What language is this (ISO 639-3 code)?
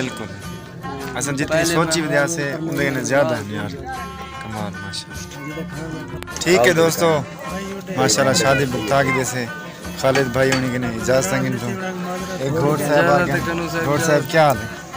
skr